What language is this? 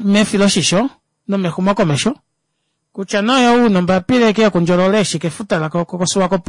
Kuanyama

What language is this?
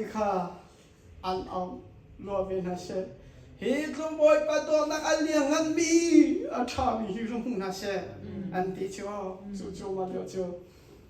Hakha Chin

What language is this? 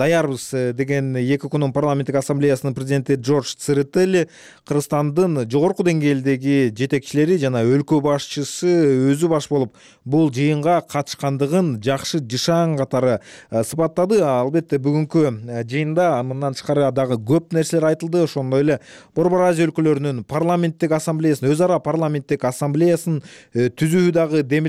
Kyrgyz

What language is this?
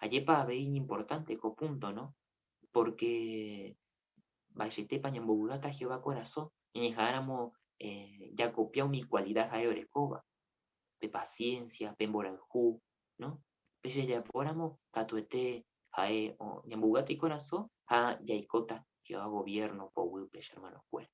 Guarani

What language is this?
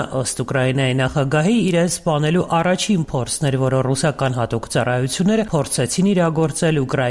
Armenian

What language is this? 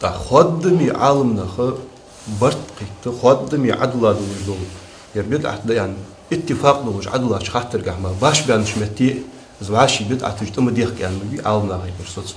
Ingush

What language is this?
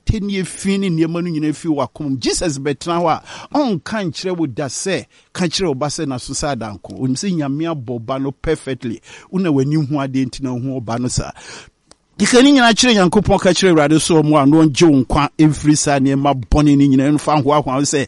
Akan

